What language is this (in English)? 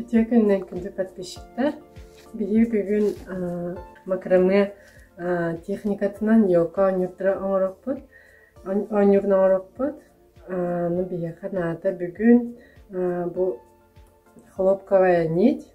Yakut